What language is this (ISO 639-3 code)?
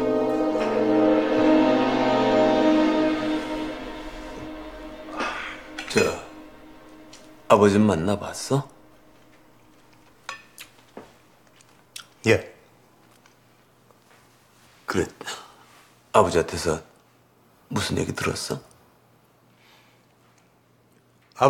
kor